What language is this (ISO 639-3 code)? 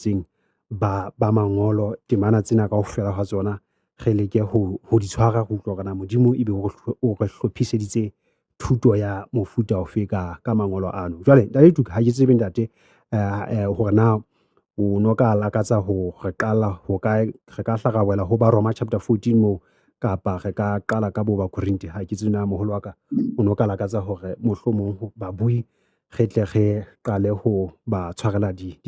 sot